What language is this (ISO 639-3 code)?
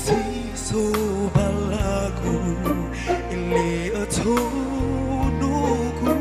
nia